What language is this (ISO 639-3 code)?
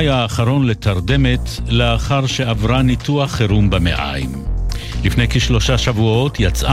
heb